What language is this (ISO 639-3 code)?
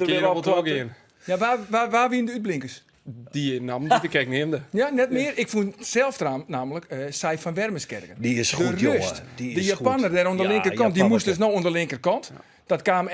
fry